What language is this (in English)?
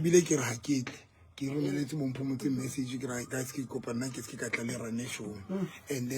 Southern Sotho